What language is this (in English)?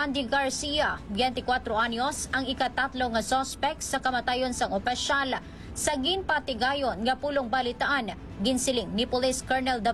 Hiligaynon